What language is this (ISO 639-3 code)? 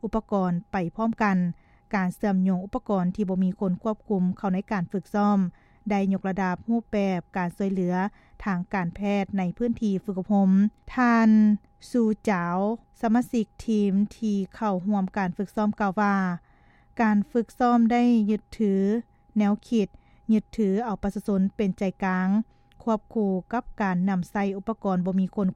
lao